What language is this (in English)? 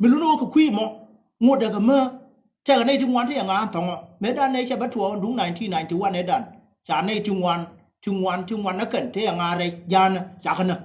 Nuer